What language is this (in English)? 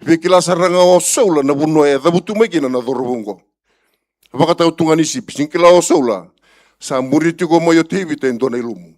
Fijian